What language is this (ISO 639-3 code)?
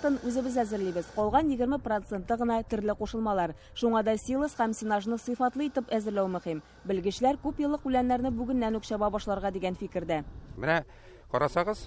tat